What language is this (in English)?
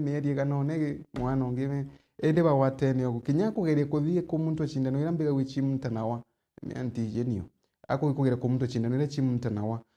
Meru